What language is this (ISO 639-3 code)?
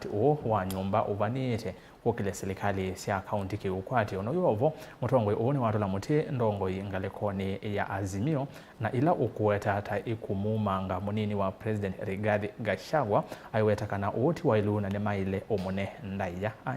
kam